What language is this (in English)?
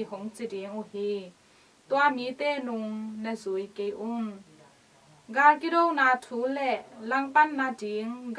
Tedim Chin